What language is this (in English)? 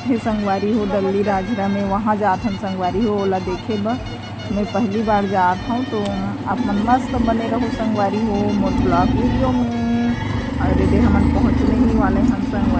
Chhattisgarhi